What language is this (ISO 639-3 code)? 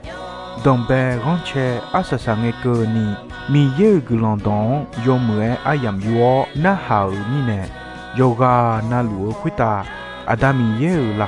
ahk